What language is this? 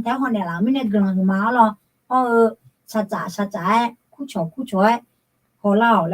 Akha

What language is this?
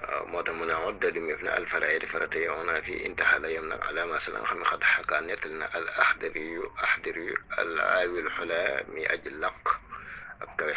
Wolof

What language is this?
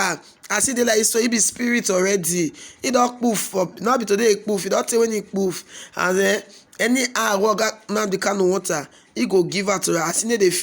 Nigerian Pidgin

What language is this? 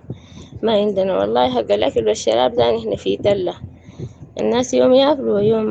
Sudanese Arabic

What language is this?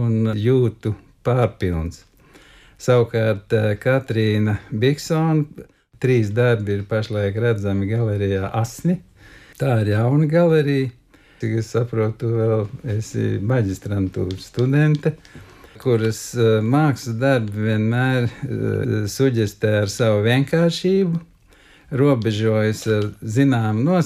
Latvian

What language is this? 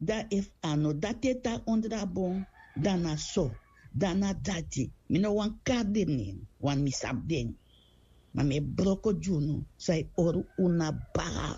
Sranan Tongo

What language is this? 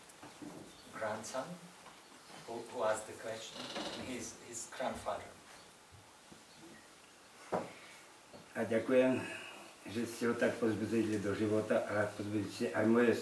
Slovak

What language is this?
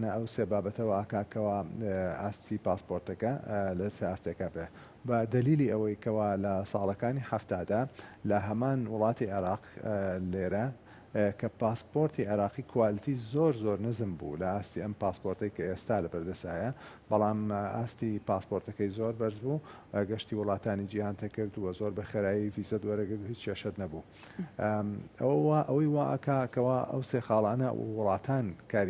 Central Kurdish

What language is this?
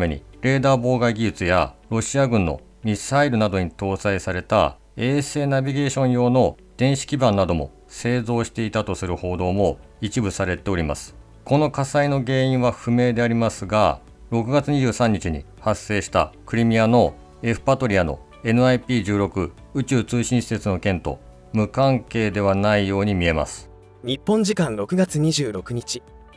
Japanese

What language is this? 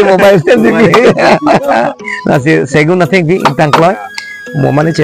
Karbi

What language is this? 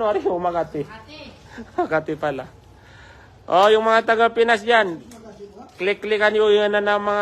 Maranao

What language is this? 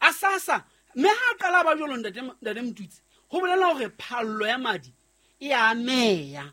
Southern Sotho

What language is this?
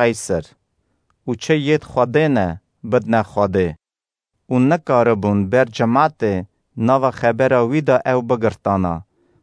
Kurdish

